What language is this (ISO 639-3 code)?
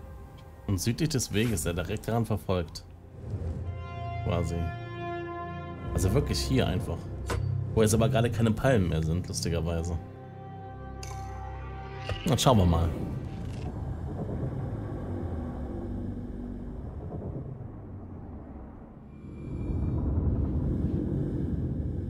deu